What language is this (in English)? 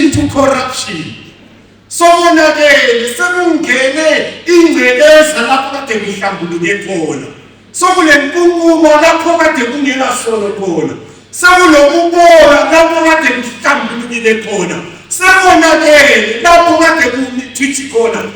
Zulu